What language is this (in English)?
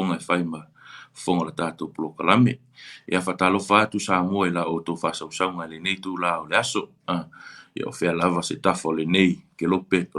Samoan